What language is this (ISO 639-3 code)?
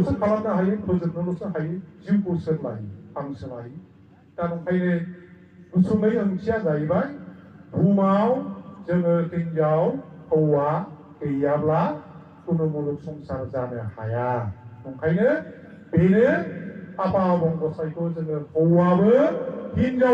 brx